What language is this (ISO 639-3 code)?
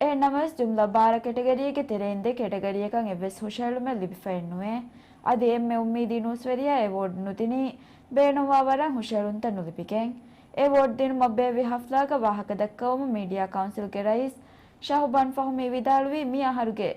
div